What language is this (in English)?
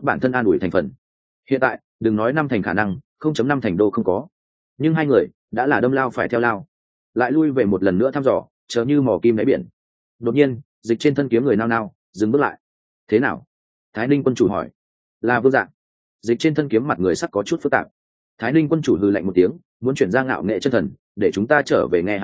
Vietnamese